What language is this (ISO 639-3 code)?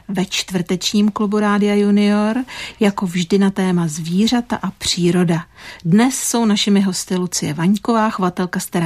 ces